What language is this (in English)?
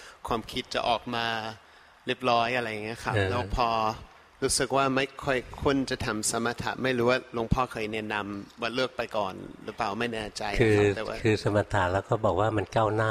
Thai